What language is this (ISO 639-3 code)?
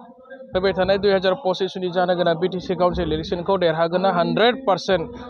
brx